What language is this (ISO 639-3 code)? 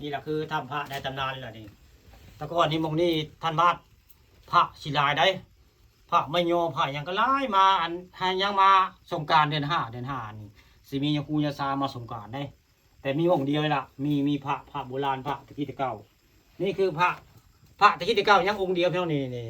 tts